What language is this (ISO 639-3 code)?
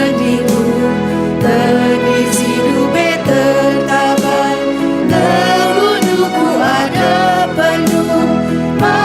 btx